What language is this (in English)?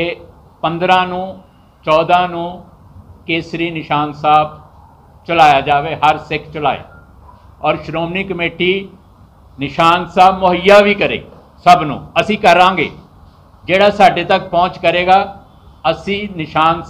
Punjabi